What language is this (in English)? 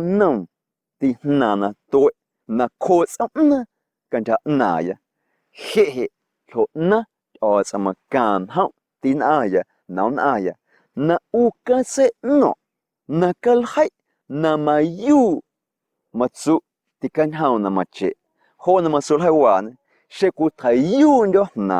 Guerrero Amuzgo